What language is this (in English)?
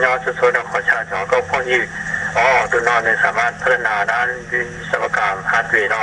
Hmong